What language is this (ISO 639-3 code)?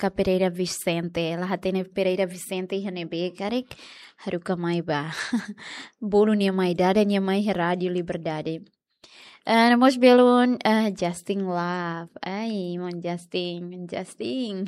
tet